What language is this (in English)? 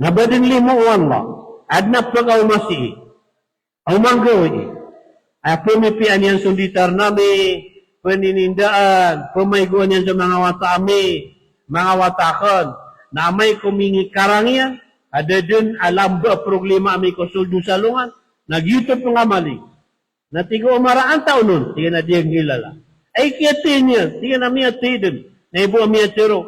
Maranao